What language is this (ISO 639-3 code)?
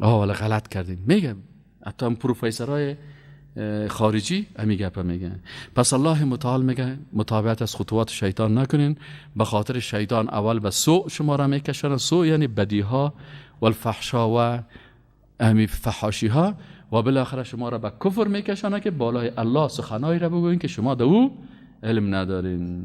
fas